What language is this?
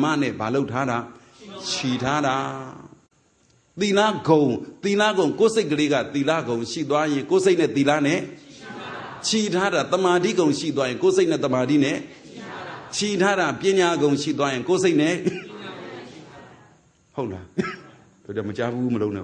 Burmese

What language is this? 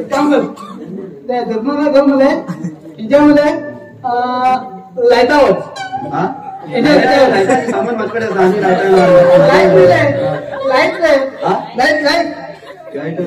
Konkani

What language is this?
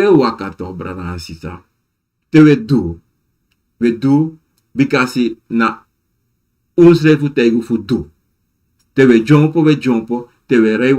Sranan Tongo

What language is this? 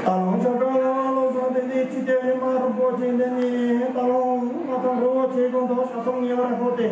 Tibetan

